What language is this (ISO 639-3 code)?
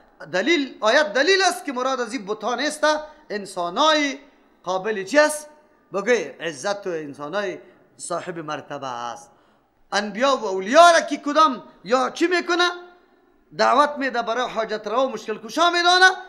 fas